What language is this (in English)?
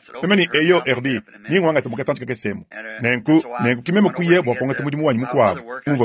Luba-Lulua